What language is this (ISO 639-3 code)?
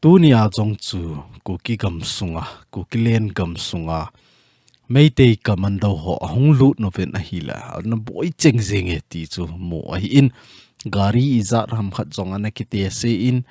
tcz